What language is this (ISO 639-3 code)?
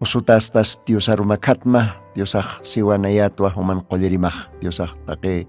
aym